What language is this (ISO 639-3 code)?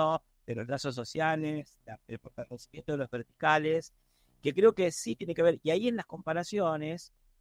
spa